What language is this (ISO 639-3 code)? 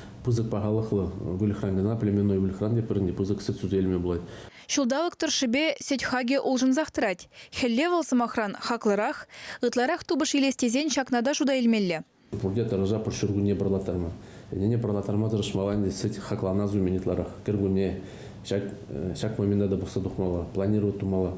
chv